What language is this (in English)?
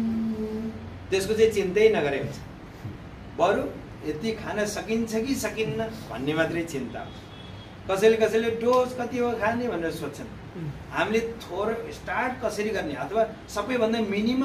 Nepali